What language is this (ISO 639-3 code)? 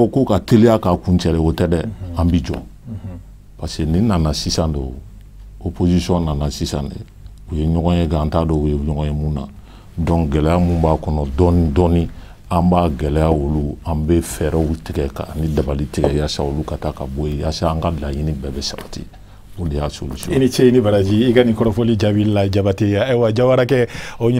bam